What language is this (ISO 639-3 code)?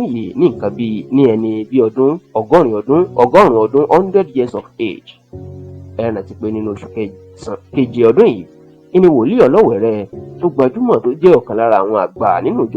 yor